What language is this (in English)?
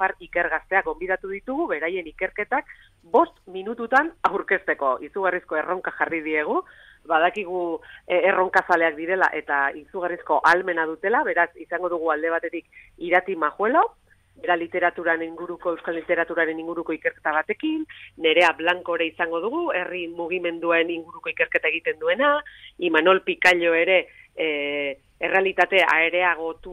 Basque